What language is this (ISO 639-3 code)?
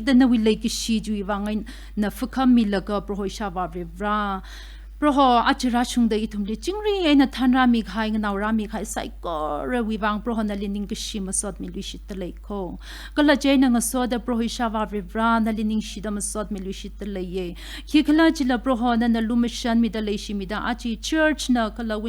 nmf